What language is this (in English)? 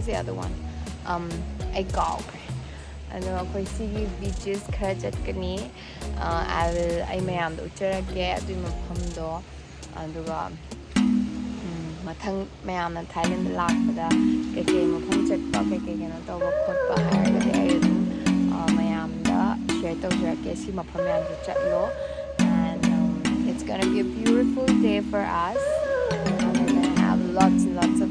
Manipuri